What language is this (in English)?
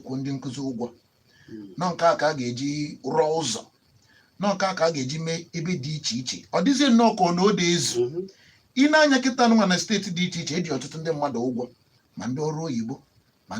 Igbo